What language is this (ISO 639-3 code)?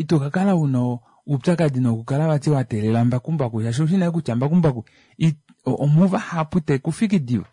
kua